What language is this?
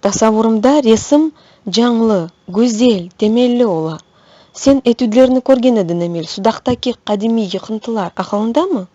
Crimean Tatar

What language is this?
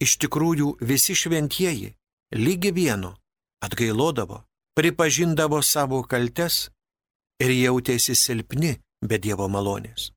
Lithuanian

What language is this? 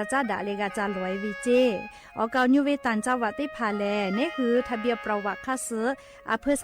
Lahu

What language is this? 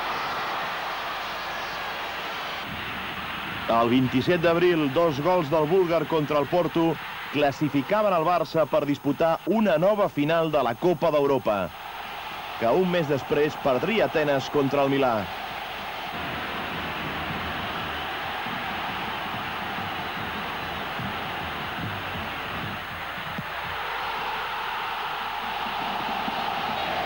Catalan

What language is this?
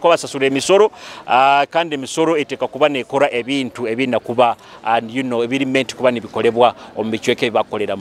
Nyoro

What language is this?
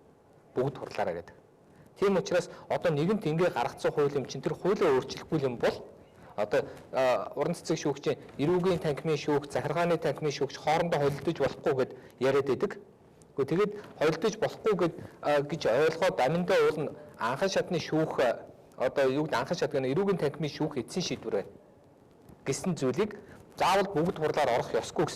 Mongolian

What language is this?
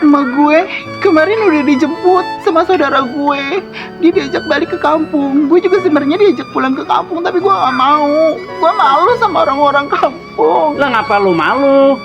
Betawi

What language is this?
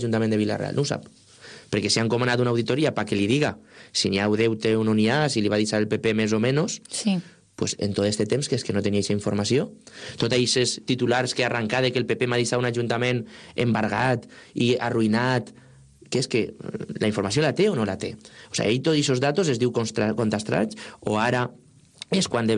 Catalan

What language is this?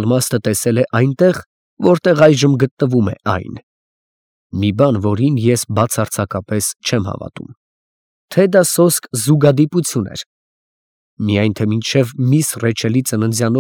Armenian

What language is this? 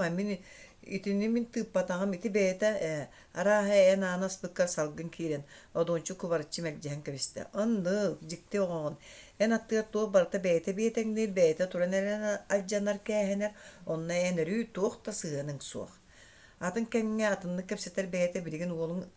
Yakut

